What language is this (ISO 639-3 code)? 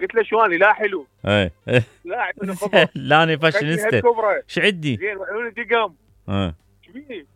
acm